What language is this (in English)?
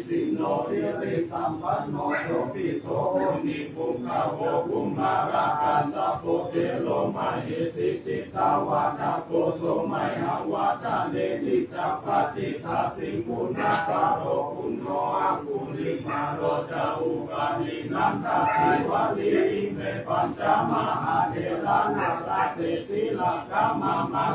Pali